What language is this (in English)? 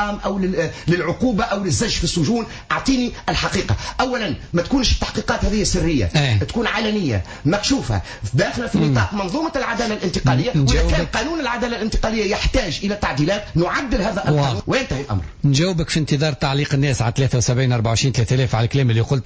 Tunisian Arabic